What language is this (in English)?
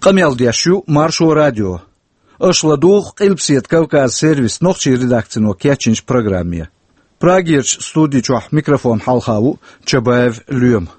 Chechen